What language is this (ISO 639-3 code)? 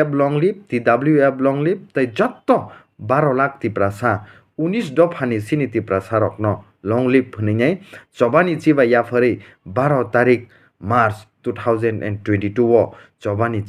trp